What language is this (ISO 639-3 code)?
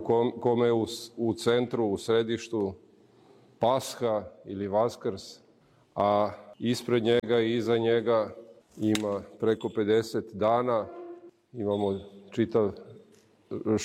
srp